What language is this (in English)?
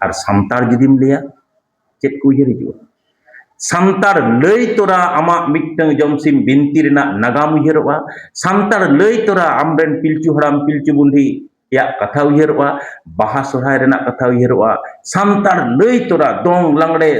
Santali